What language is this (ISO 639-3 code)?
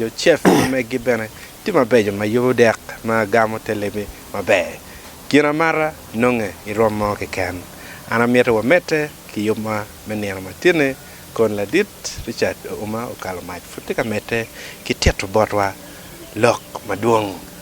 ach